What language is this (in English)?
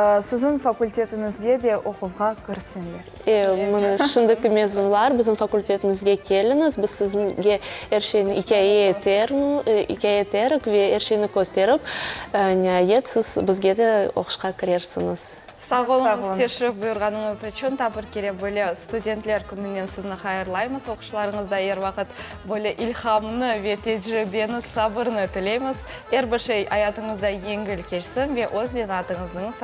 Crimean Tatar